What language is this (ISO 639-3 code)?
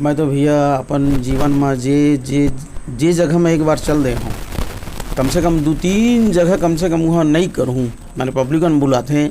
hne